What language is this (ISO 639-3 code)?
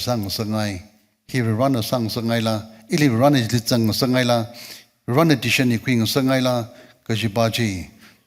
nmf